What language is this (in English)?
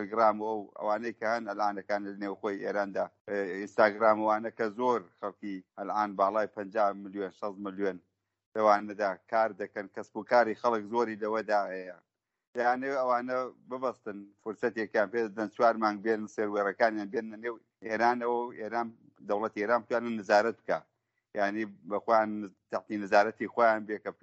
Central Kurdish